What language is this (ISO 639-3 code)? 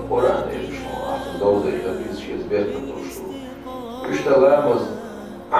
che